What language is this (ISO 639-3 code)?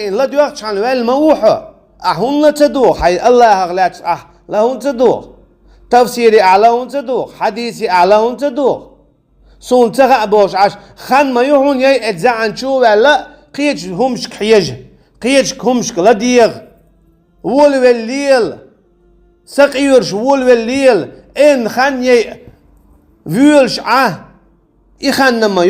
che